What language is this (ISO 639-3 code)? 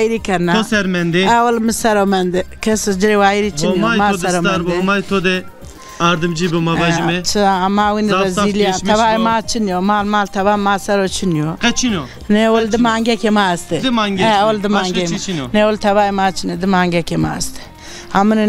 zza